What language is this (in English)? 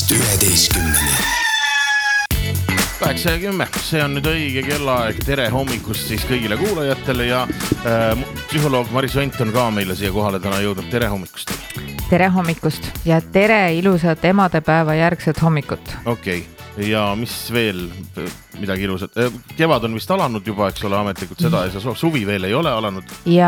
Estonian